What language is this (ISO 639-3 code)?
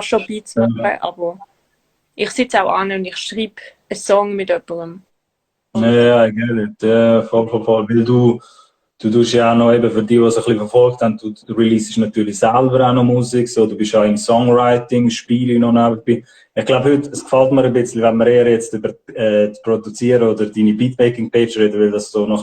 gsw